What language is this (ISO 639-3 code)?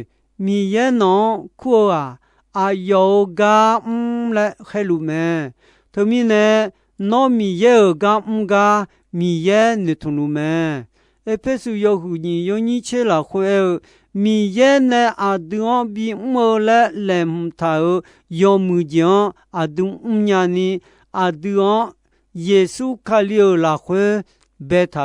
ahk